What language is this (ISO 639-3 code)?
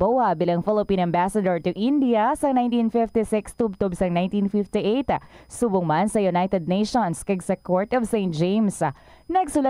hil